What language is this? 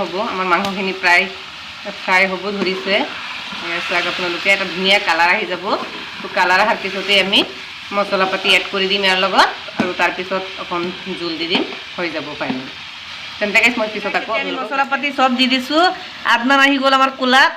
Assamese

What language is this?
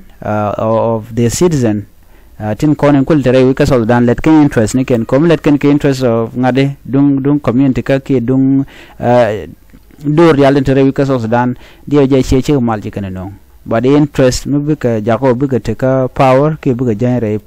Nuer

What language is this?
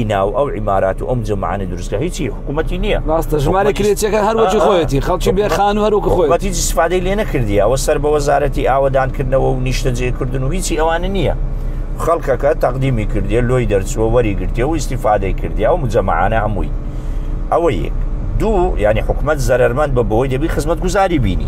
Central Kurdish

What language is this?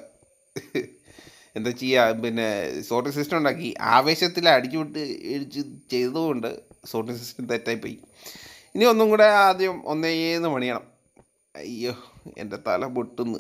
Malayalam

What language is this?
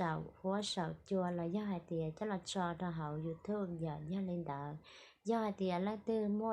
Hmong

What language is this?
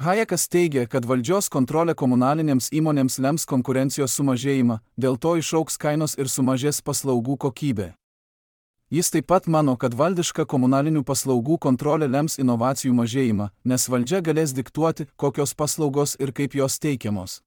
Lithuanian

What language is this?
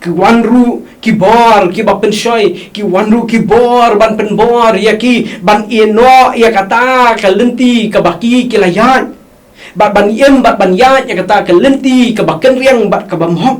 Khasi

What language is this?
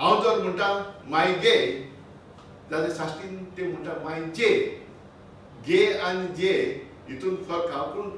Konkani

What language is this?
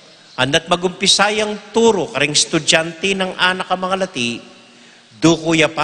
Pampanga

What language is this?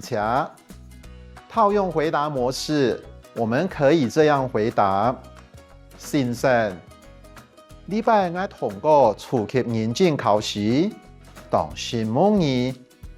Hakka Chinese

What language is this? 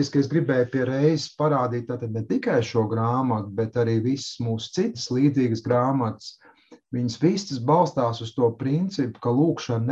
Latvian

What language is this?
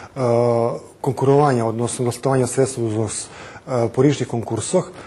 Rusyn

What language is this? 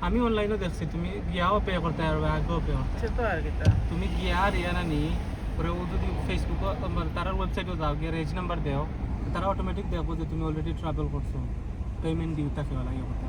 Sylheti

